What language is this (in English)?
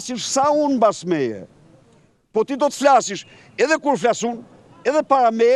Albanian